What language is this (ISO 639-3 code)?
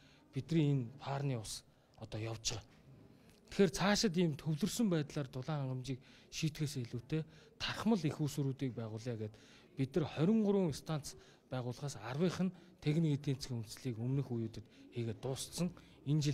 mon